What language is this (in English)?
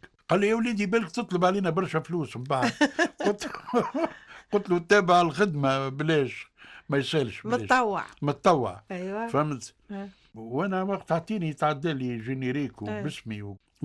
Tunisian Arabic